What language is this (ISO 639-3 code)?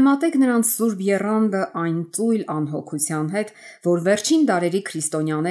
hye